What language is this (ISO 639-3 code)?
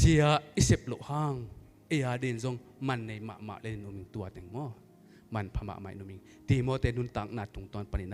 ctd